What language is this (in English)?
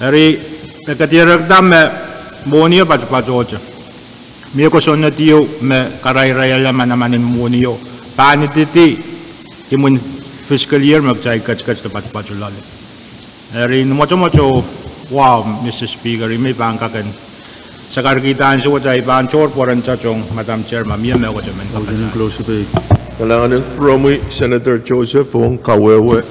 Pohnpeian